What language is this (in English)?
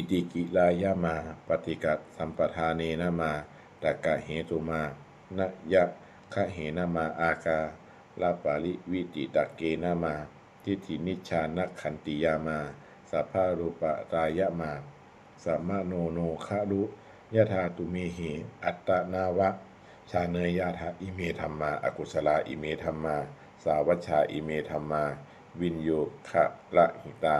Pali